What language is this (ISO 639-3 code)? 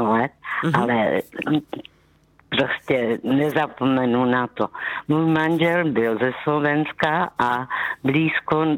ces